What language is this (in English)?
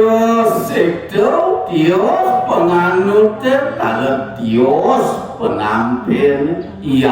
Balinese